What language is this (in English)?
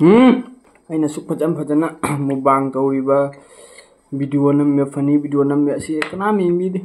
Manipuri